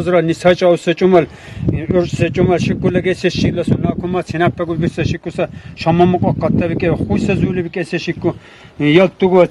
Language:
Lak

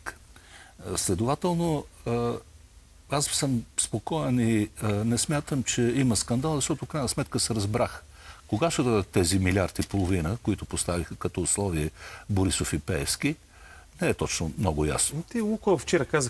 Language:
Bulgarian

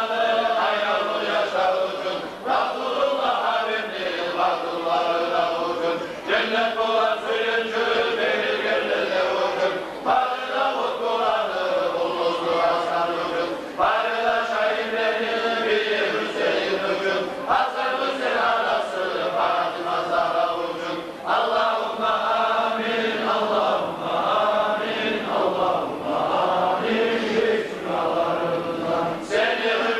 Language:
Kumyk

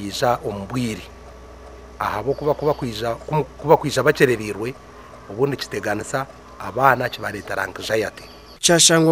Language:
Nyankole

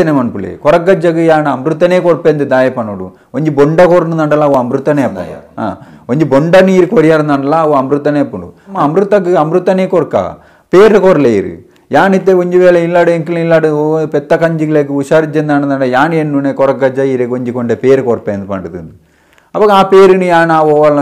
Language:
Tulu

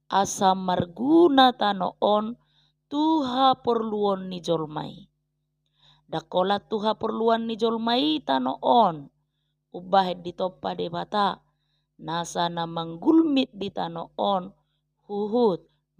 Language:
Batak Toba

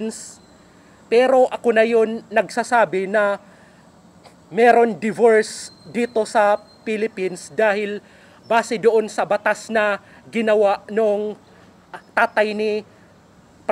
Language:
Filipino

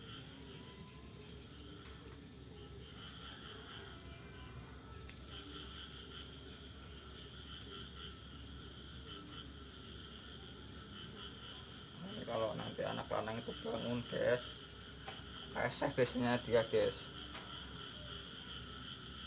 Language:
Indonesian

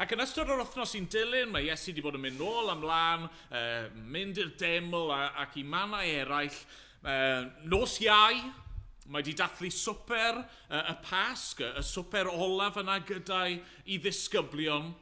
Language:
Welsh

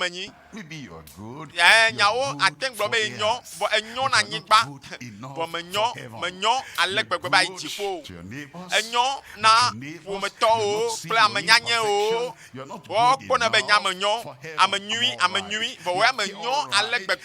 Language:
Ewe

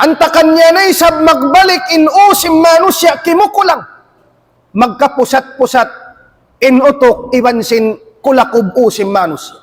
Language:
Tausug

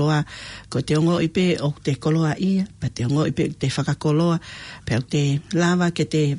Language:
Tongan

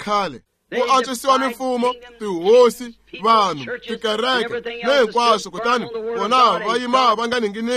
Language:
Tsonga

